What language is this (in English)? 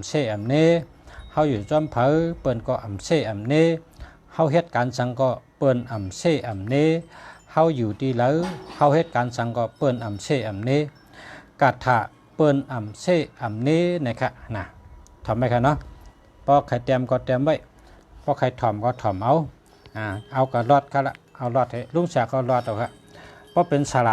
Shan